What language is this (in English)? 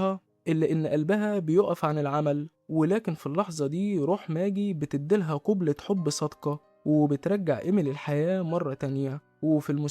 Egyptian Arabic